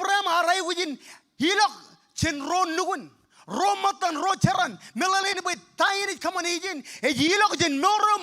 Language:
Marshallese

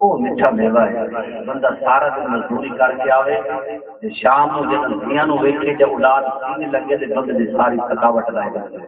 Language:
Saraiki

